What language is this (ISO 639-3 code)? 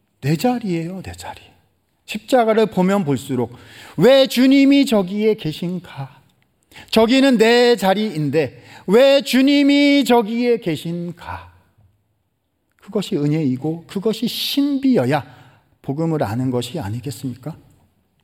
kor